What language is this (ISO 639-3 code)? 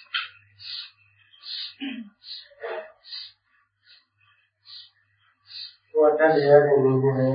mya